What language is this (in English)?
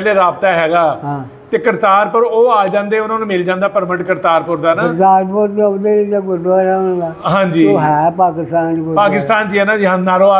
Punjabi